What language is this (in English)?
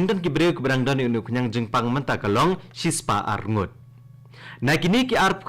Khasi